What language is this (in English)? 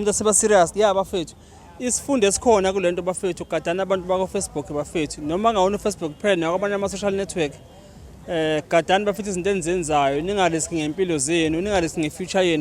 Zulu